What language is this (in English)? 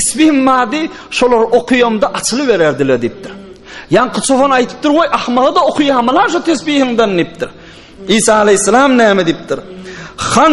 Turkmen